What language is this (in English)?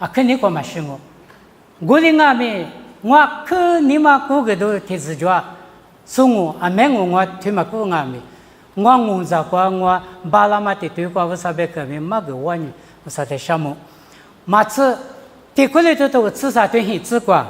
Lisu